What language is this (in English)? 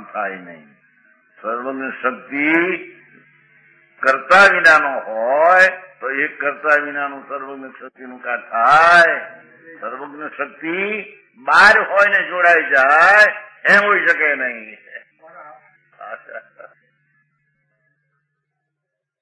Gujarati